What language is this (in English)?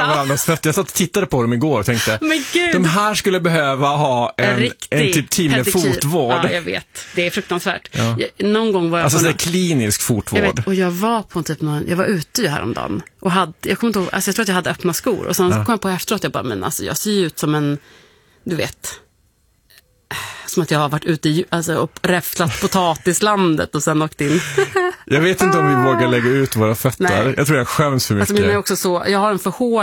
Swedish